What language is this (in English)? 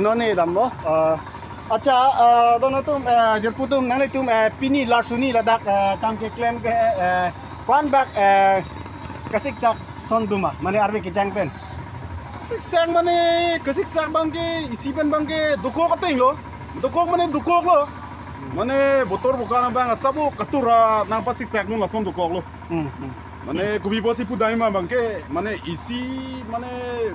Karbi